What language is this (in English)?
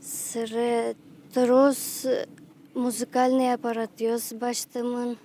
Udmurt